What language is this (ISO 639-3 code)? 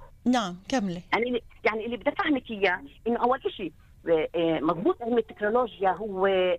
apc